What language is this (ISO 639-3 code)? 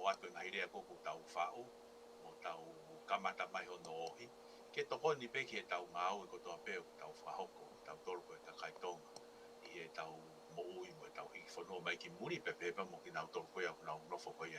ton